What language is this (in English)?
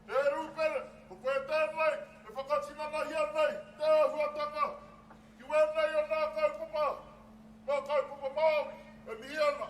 Māori